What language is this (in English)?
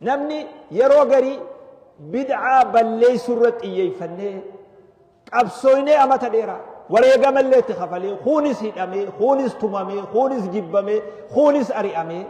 Oromo